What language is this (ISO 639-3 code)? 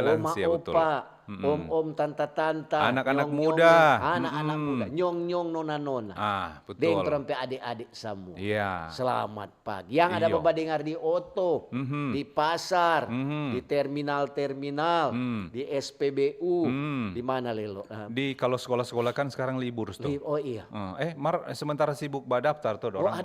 xmm